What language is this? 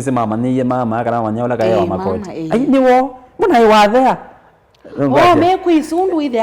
Kamba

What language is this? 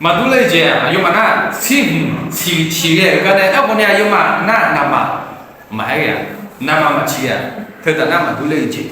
Akha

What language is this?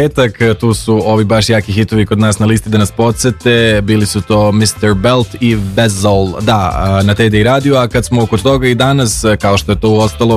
Serbian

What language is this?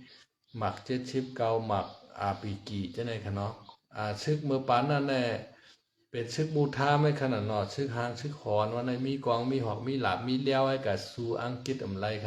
Shan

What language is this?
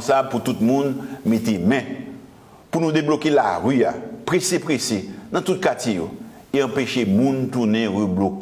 Haitian Creole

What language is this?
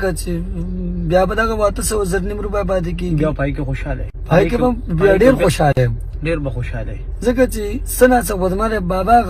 Pashto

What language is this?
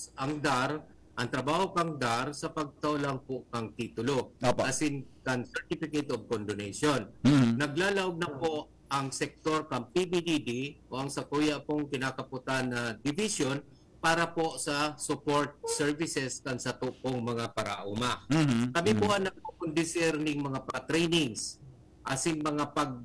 Bikol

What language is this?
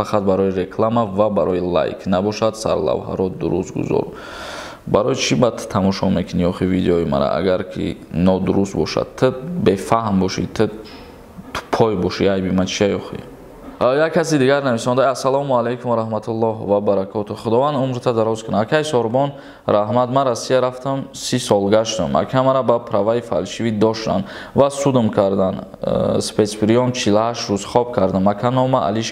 Tajik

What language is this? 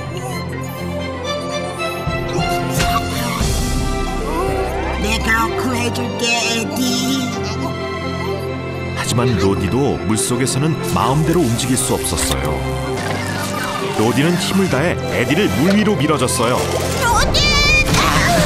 Korean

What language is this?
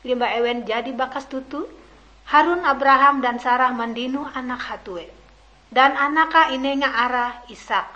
Ngaju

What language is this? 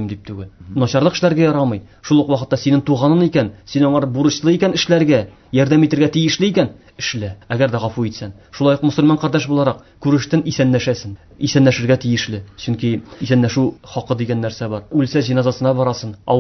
Tatar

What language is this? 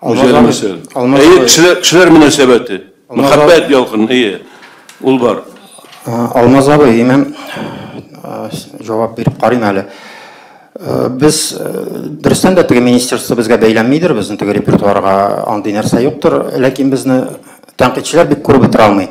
Tatar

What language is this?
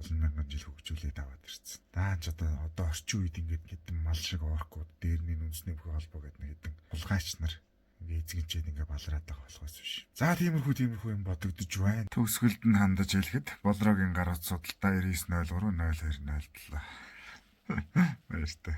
Mongolian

